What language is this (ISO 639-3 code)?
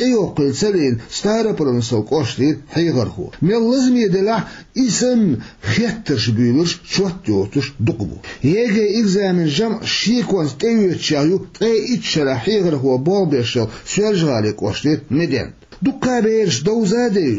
che